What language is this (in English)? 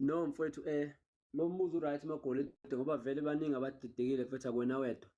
Zulu